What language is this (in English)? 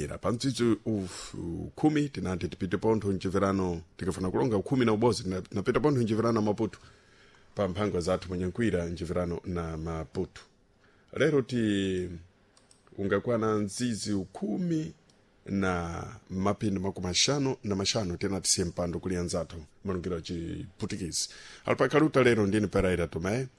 Sena